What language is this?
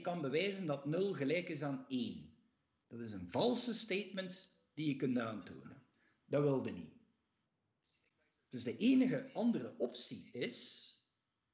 Dutch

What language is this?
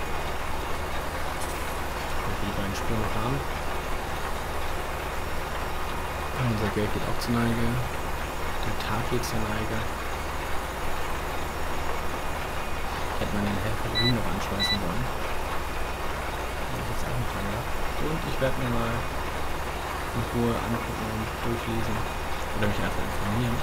German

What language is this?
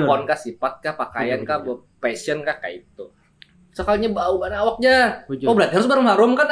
Banjar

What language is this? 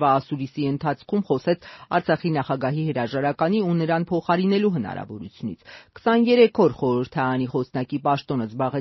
Armenian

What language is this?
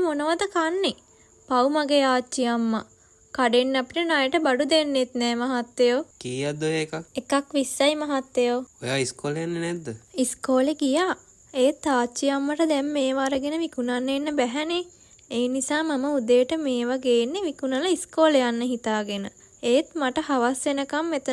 Sinhala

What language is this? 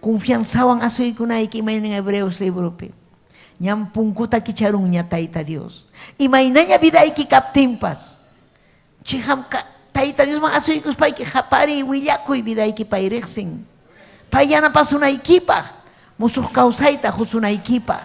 Ayacucho Quechua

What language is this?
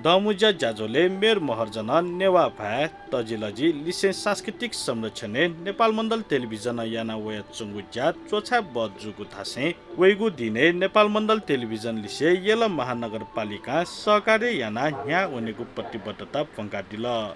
Newari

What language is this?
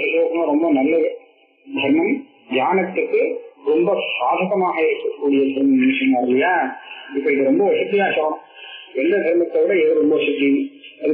Tamil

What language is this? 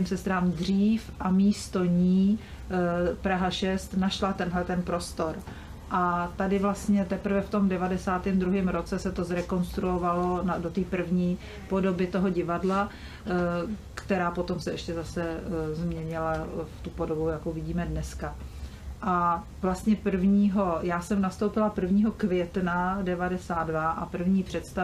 Czech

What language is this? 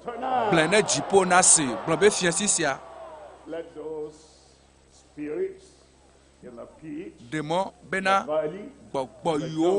Ewe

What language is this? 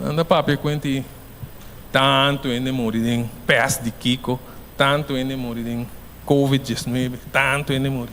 Papiamento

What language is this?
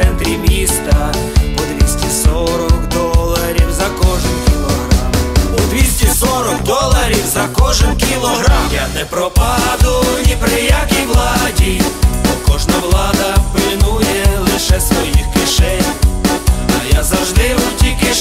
Ukrainian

